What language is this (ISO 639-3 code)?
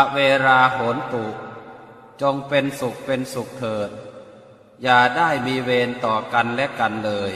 pli